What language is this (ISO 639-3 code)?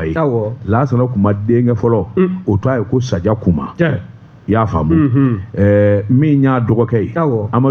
bam